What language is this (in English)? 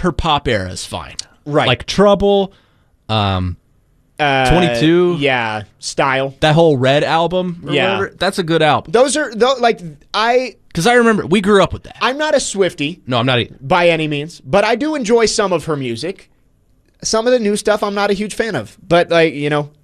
English